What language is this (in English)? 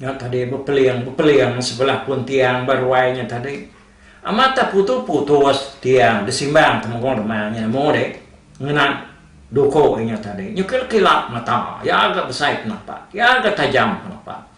Iban